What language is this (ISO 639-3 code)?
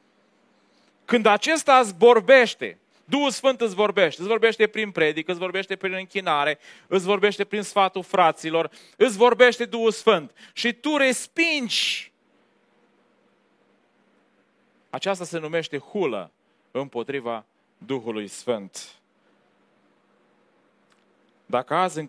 ron